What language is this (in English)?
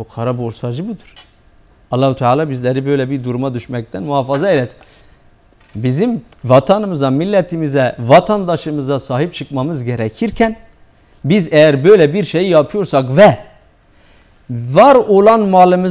Turkish